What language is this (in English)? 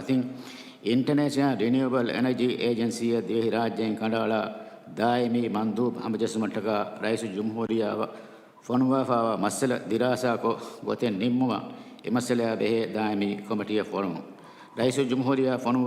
Divehi